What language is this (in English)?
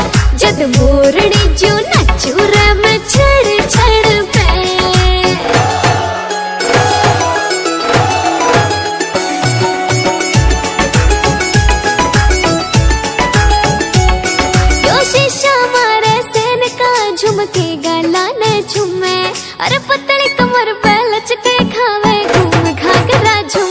Haryanvi